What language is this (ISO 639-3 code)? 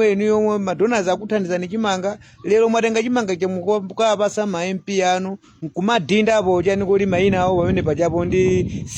nya